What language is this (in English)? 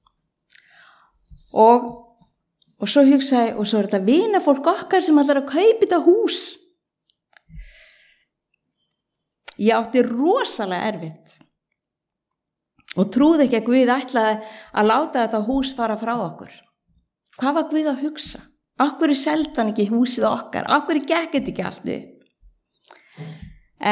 Icelandic